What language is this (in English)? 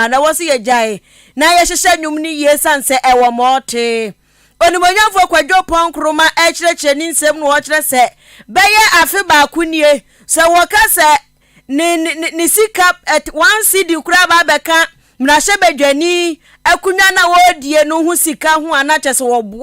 Akan